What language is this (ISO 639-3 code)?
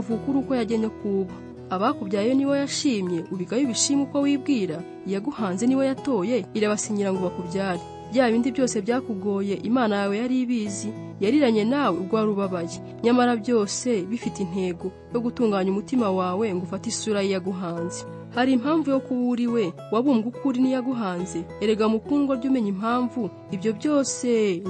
kin